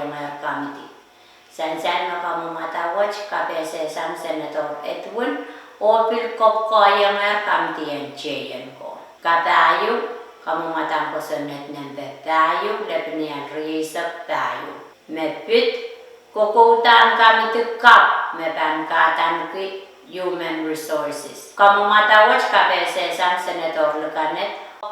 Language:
Pohnpeian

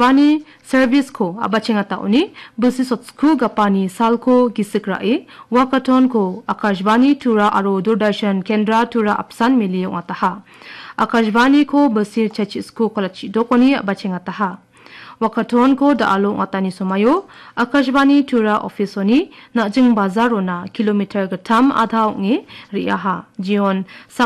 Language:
Garo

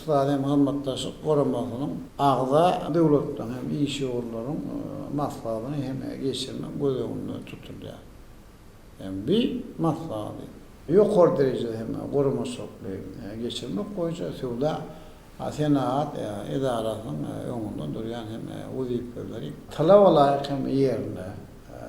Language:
Turkmen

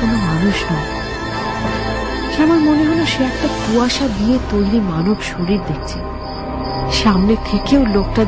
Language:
Bangla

